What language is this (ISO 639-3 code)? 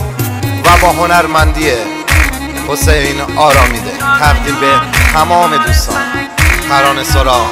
fas